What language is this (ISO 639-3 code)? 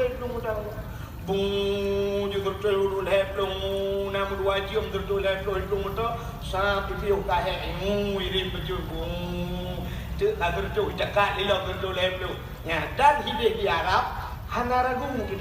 ace